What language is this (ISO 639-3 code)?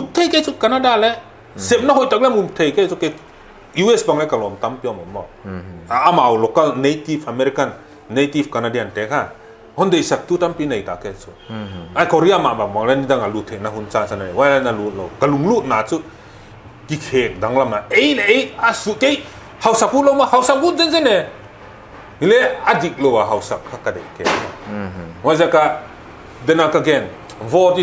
pck